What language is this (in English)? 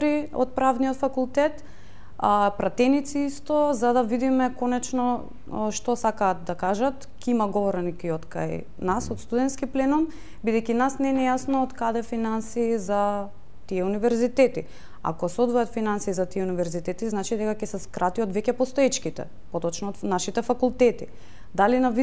Macedonian